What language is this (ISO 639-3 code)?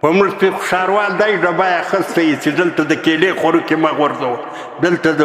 pus